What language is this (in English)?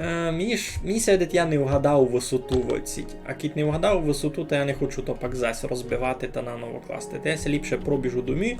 Rusyn